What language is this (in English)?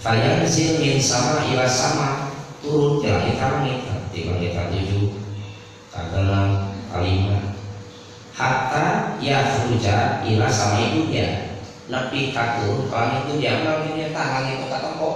Sundanese